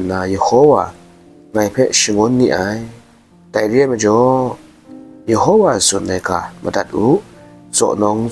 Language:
Kachin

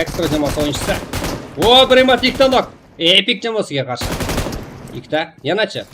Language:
Kara-Kalpak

